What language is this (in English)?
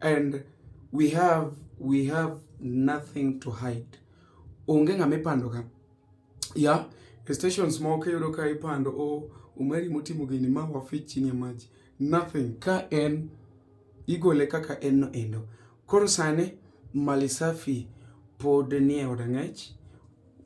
Luo (Kenya and Tanzania)